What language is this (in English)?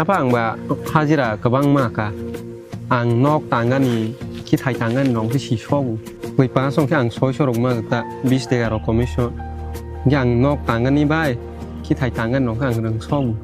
Kok Borok